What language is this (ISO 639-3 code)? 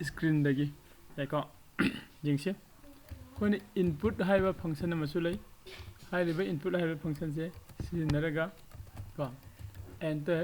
mni